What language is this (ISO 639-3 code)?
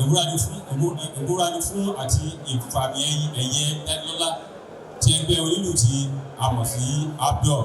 yor